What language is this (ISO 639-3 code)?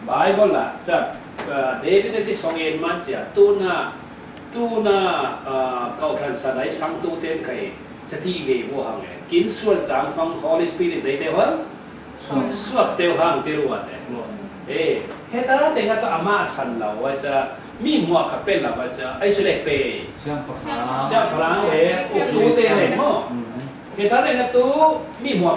cfm